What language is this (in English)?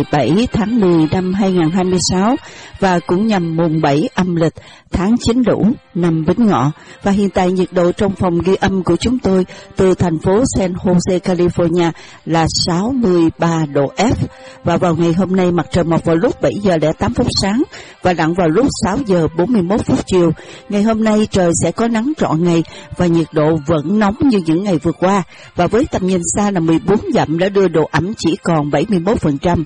Vietnamese